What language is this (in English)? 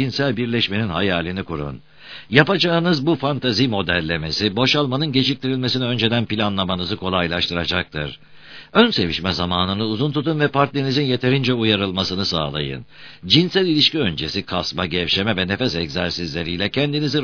Turkish